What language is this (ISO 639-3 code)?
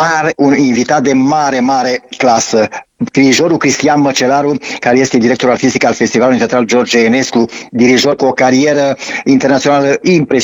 ron